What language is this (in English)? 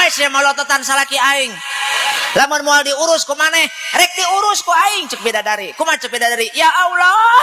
Sundanese